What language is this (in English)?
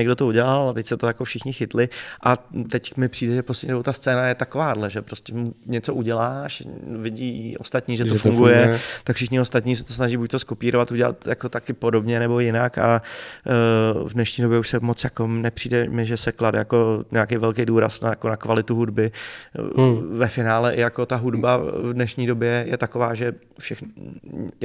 Czech